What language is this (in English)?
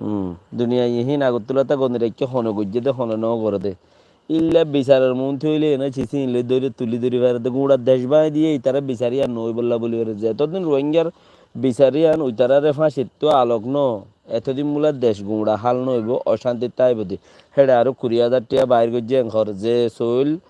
Rohingya